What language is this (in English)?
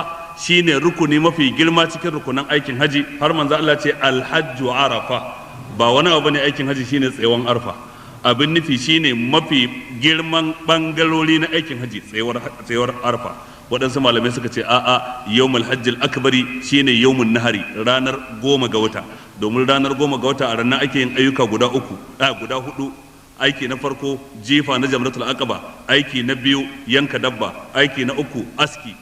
Hausa